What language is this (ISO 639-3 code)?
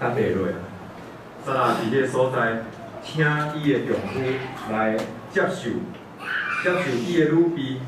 nan